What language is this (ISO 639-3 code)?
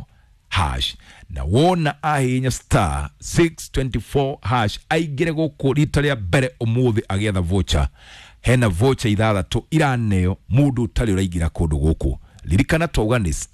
kik